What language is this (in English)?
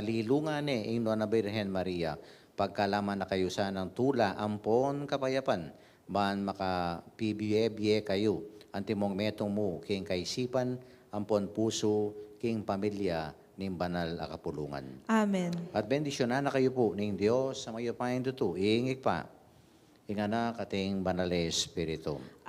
Pampanga